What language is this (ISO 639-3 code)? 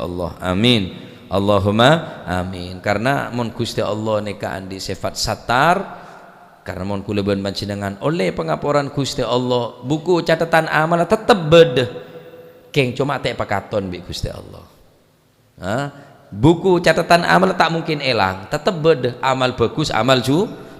mad